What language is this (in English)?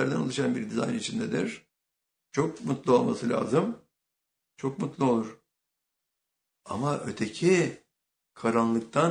Turkish